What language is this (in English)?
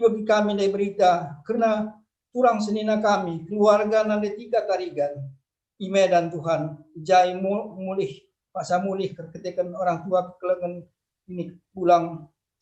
Batak Karo